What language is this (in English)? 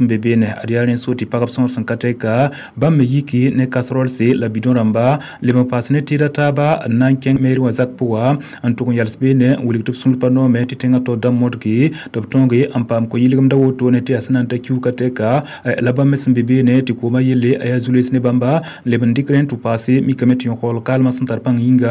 Mossi